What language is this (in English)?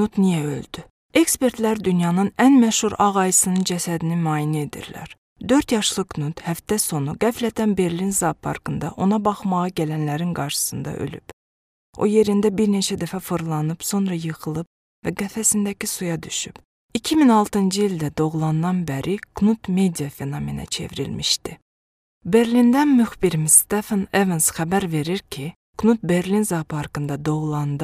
Azerbaijani